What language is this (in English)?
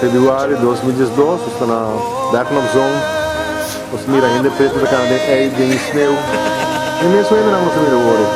Papiamento